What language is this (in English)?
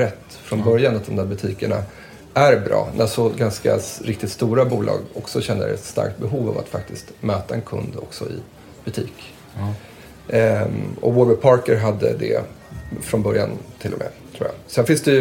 Swedish